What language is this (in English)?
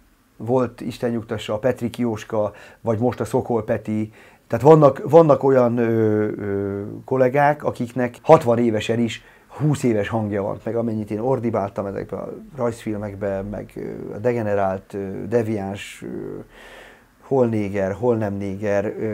Hungarian